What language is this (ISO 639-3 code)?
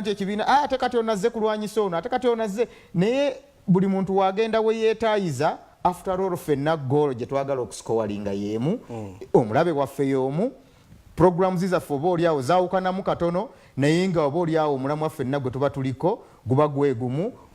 xog